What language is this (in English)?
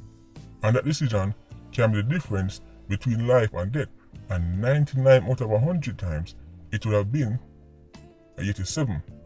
Jamaican Creole English